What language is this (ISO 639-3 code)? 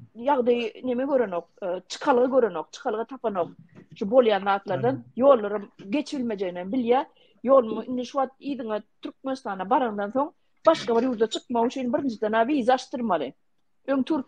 tuk